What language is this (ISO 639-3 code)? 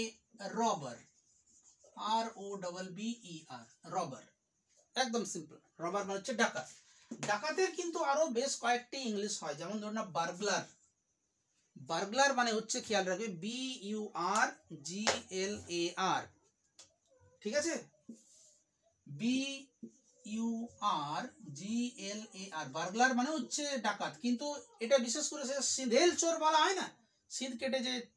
ben